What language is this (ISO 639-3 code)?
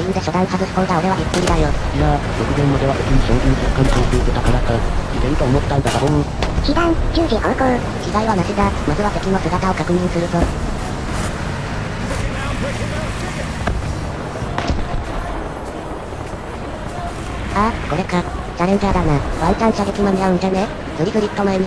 jpn